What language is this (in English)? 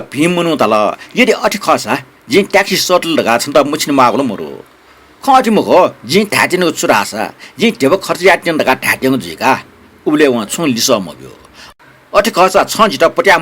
Newari